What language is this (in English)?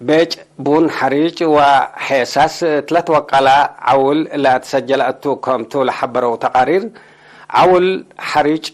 Tigre